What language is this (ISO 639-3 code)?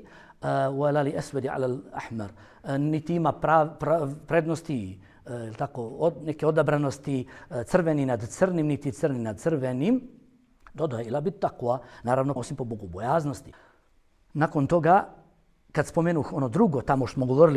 bos